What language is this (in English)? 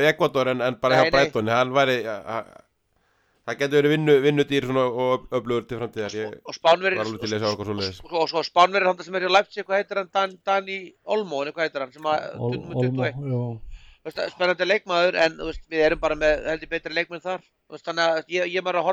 Icelandic